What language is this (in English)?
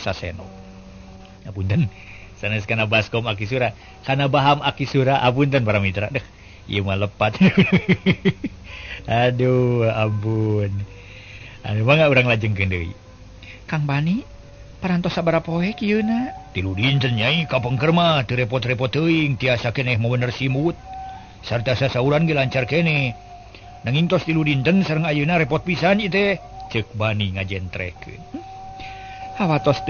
Sundanese